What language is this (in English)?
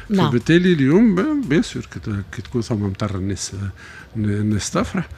Tunisian Arabic